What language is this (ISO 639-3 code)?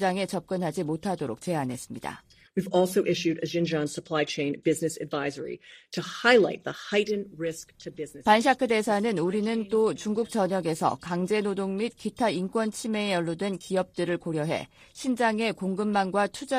kor